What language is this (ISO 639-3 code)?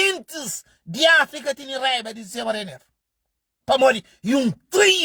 kea